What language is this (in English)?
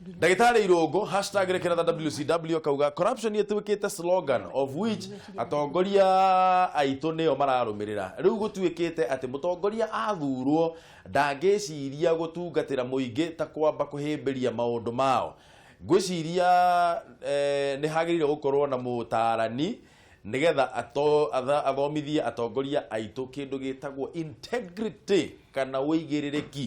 Kikuyu